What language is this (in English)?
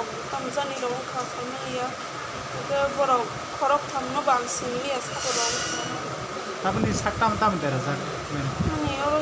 Kok Borok